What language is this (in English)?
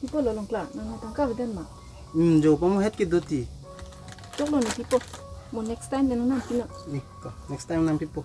Karbi